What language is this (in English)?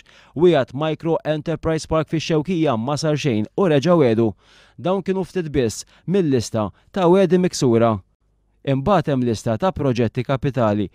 Maltese